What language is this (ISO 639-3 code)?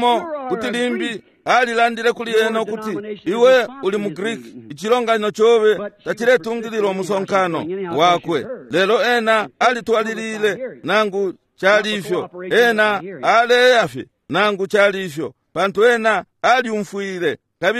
bem